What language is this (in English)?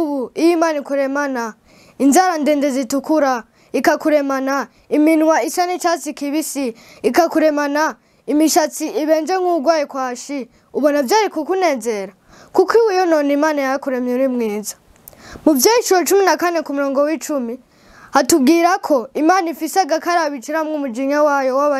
Rundi